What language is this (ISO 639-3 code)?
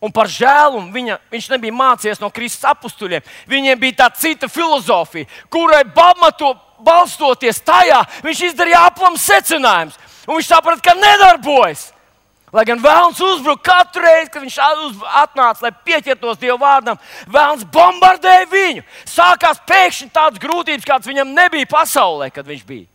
lav